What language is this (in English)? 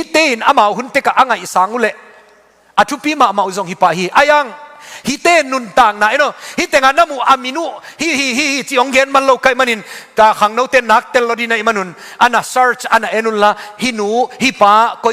Tedim Chin